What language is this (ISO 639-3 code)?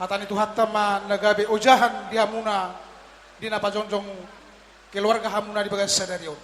bbc